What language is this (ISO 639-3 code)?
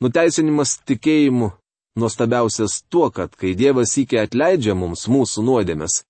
lit